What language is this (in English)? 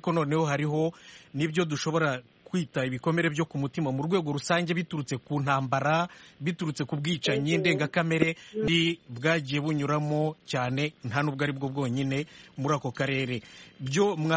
Kinyarwanda